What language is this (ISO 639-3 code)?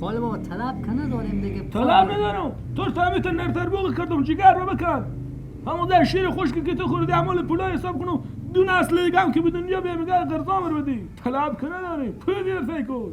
fas